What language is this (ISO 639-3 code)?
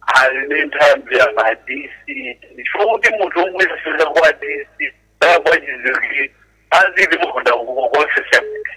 nya